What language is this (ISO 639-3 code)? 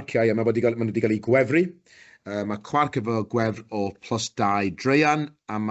cym